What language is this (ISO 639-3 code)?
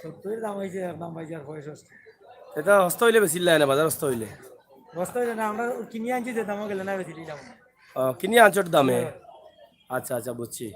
syl